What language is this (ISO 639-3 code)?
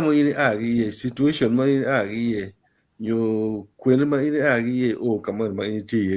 ach